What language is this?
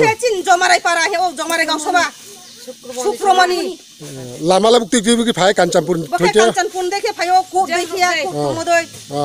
Riang (India)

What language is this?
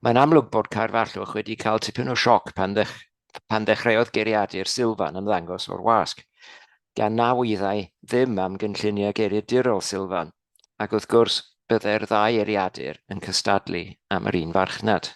Welsh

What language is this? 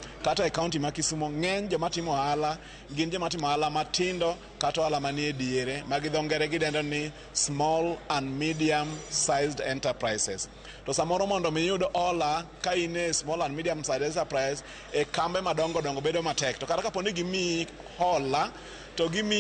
Luo (Kenya and Tanzania)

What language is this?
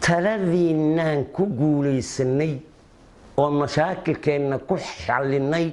Somali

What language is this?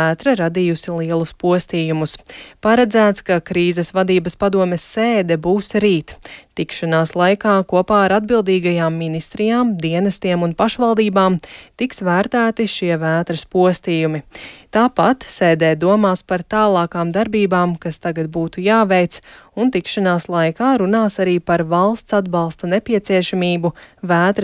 Latvian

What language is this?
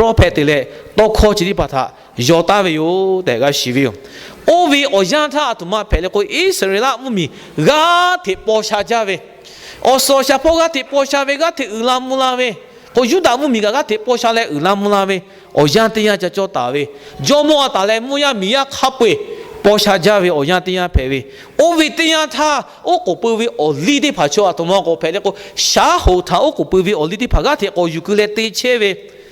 Lahu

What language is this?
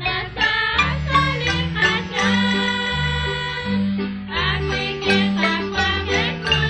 Kekchí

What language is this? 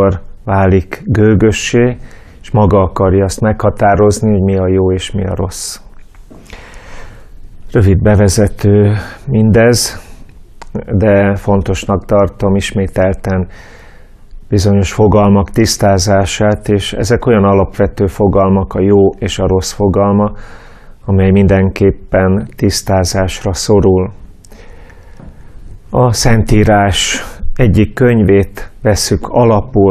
Hungarian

